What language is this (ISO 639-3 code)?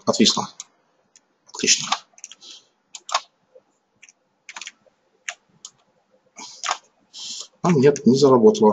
rus